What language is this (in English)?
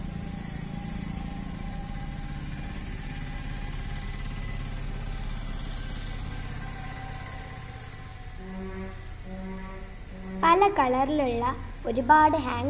Malayalam